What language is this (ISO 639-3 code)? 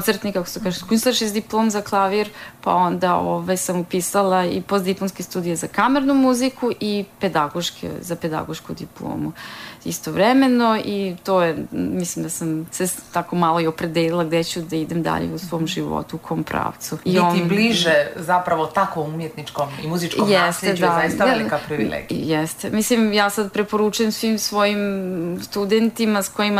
srp